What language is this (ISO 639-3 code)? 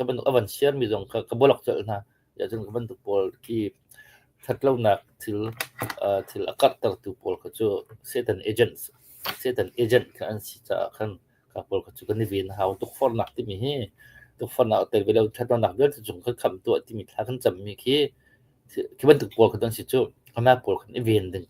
cnh